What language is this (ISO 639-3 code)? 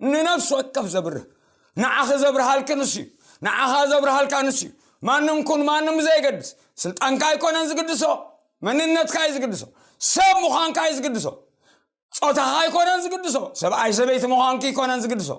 tir